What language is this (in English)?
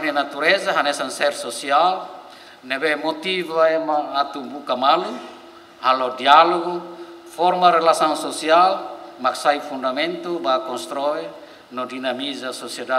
Tetum